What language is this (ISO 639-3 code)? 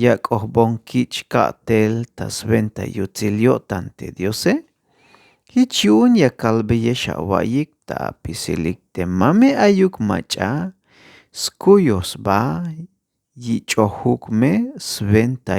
tzh